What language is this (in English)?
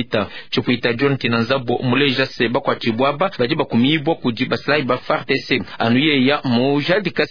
Luba-Lulua